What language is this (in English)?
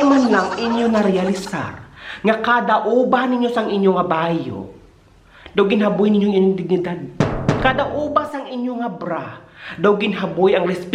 Hiligaynon